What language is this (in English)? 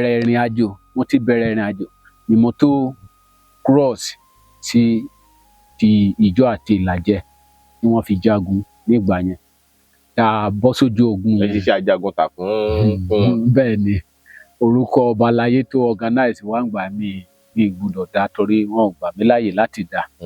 Yoruba